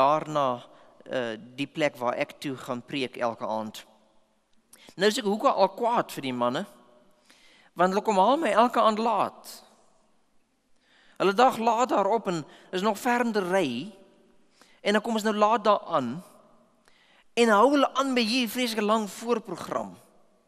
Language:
Afrikaans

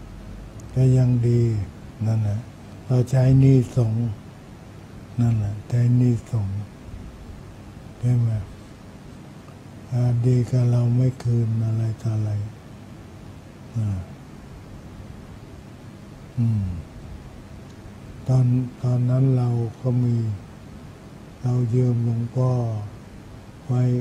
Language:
Thai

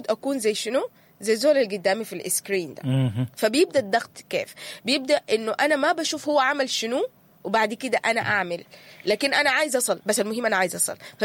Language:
Sudanese Arabic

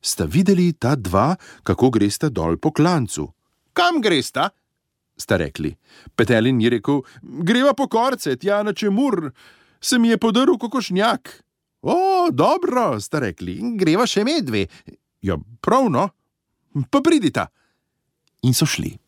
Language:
Slovenian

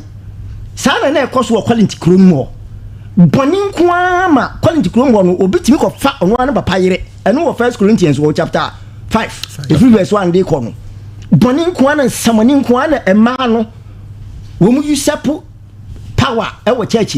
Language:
Akan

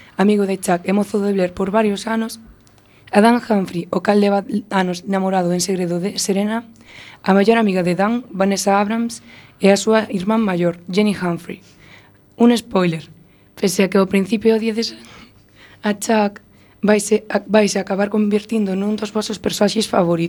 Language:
Galician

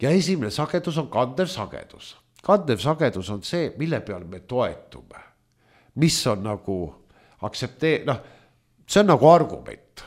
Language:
Estonian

